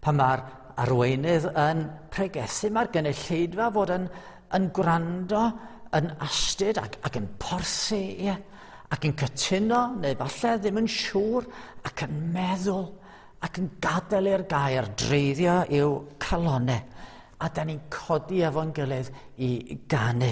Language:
Welsh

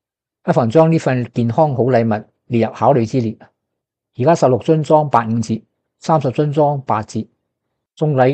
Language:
Cantonese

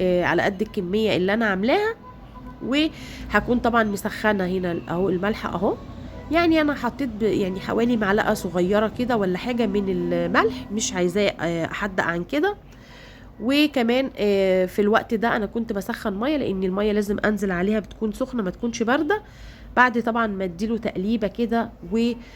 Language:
Egyptian Arabic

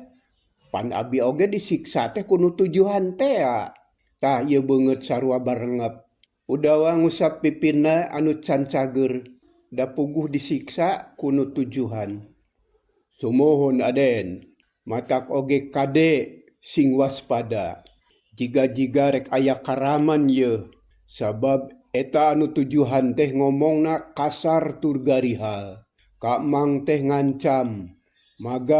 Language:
Sundanese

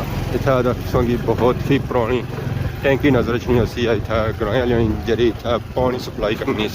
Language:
Pahari-Potwari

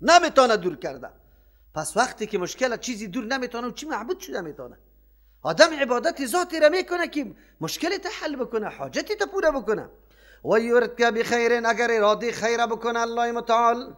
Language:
Persian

